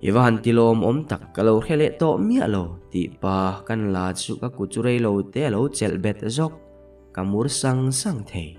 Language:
Mizo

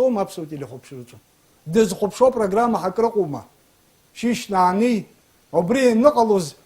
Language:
Abkhazian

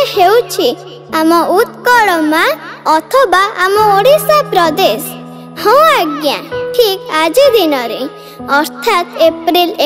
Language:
Odia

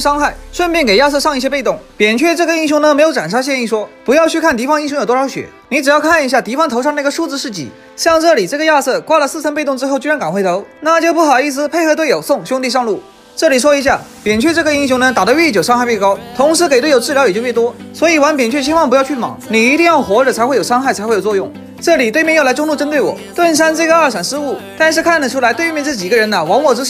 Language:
Chinese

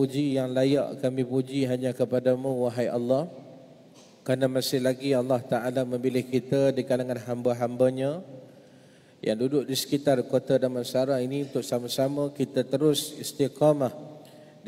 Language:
Malay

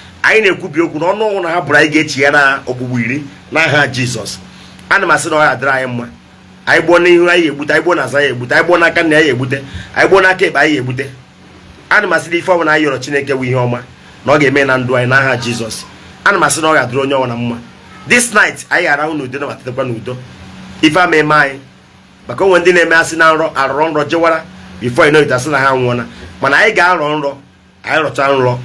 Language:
Igbo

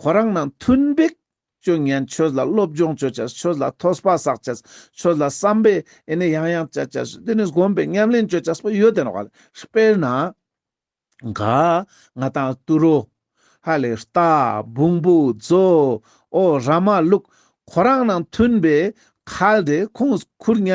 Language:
Ladakhi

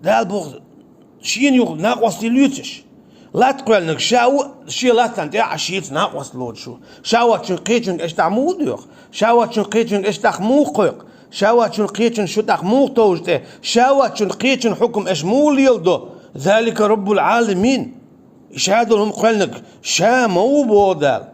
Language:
Chechen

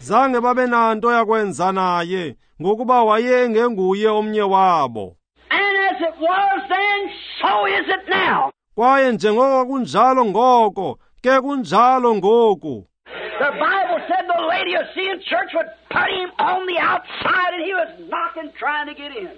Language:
Xhosa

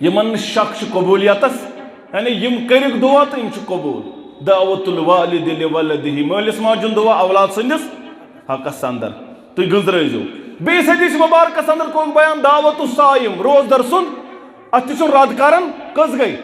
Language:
Kashmiri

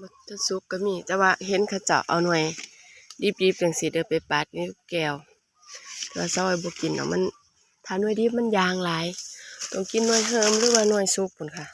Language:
Northeastern Thai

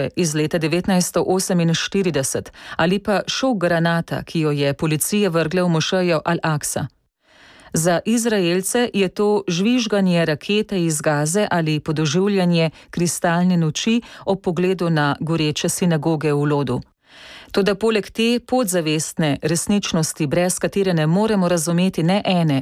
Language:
Slovenian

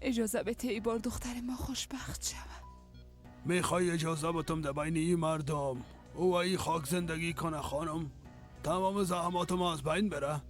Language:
Persian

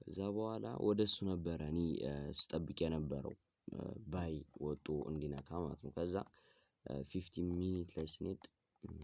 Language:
Amharic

